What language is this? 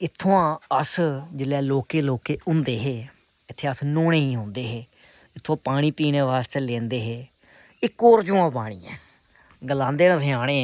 Dogri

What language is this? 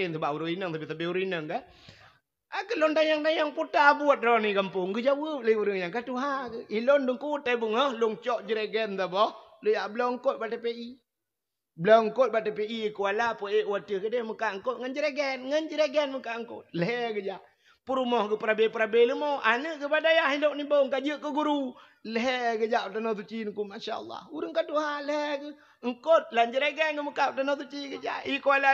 Achinese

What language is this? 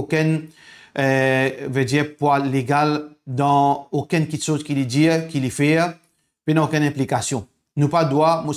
Morisyen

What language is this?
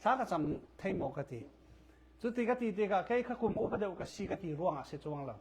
Falam Chin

